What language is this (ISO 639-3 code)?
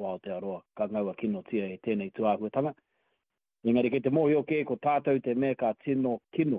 mri